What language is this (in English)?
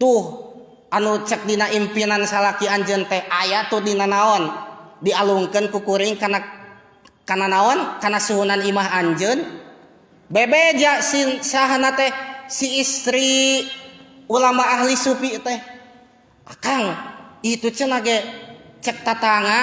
Sundanese